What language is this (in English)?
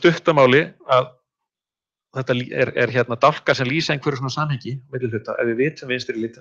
Icelandic